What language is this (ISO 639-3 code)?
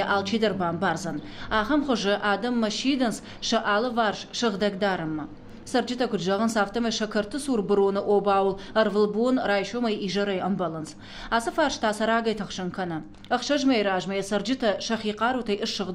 oss